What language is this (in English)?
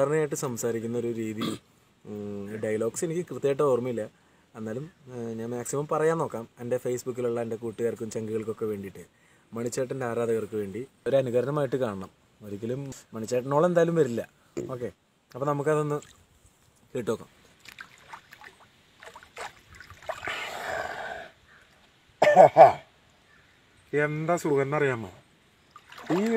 Malayalam